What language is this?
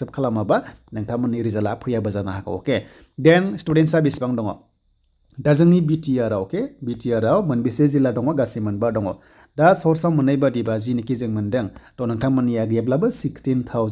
Bodo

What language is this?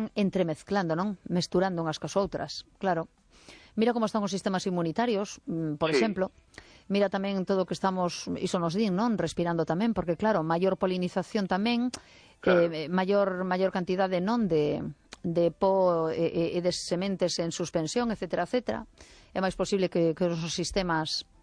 Galician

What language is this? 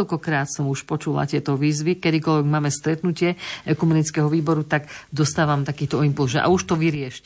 Slovak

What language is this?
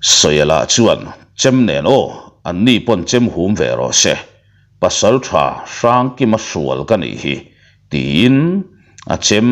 Mizo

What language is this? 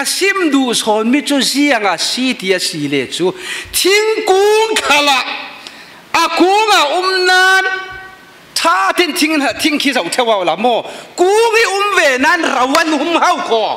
Falam Chin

